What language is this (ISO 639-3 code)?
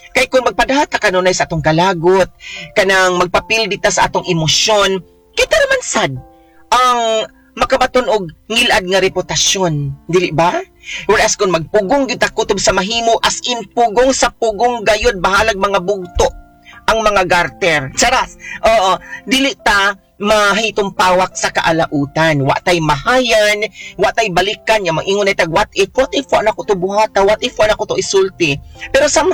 ceb